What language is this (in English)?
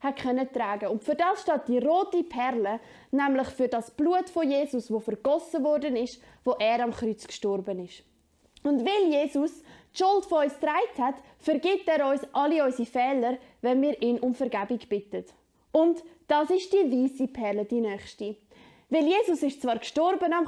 Swiss German